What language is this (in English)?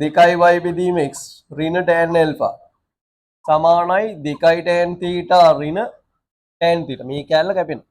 Sinhala